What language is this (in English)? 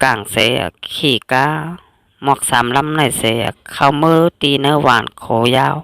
Shan